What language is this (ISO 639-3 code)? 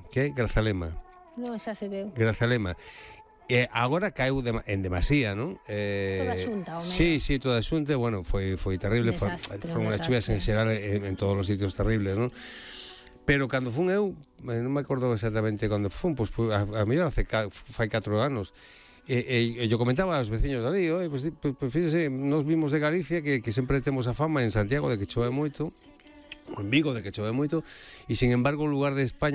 glg